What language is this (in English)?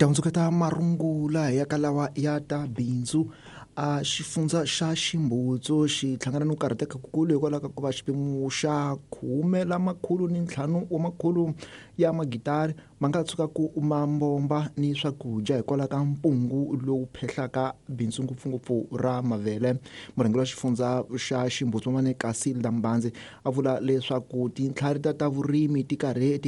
Tsonga